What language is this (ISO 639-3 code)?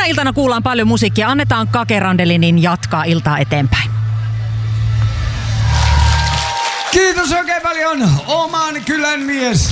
fin